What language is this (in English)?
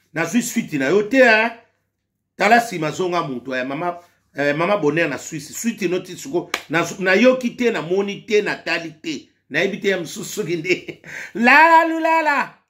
Lingala